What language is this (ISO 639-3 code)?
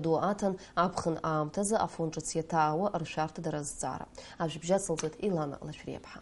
abk